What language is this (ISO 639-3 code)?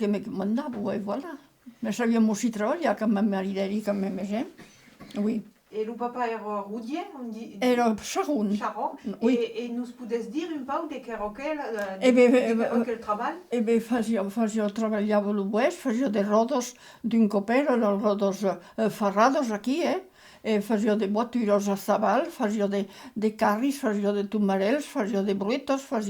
oci